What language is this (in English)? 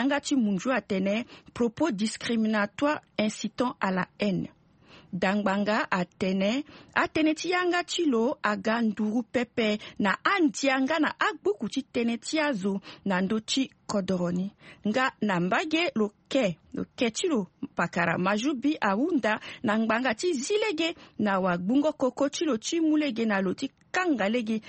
Sango